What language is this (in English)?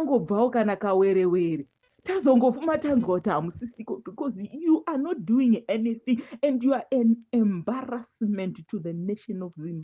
Shona